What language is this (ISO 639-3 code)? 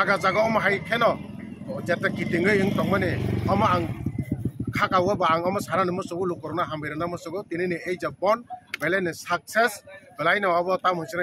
trp